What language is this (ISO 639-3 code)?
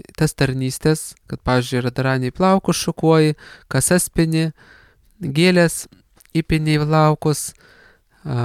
lit